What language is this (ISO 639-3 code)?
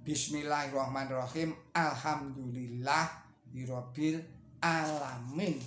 jav